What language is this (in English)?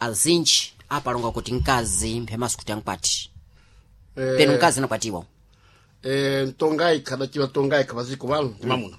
Sena